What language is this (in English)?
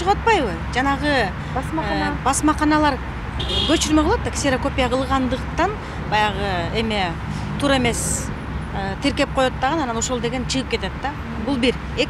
Kyrgyz